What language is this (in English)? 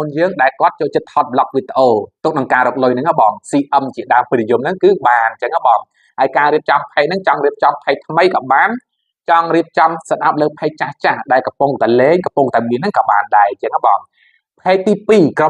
Khmer